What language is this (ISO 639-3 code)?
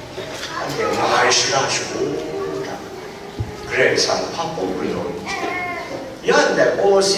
kac